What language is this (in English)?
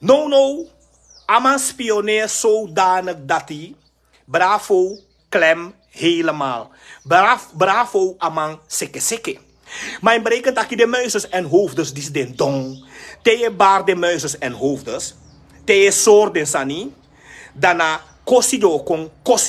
Sranan Tongo